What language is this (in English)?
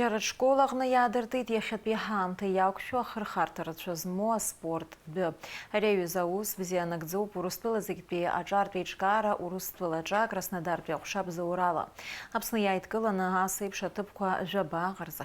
Abkhazian